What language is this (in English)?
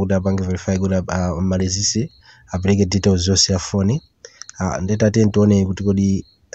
Nyanja